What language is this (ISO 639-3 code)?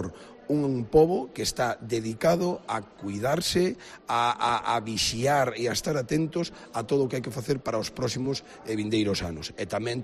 glg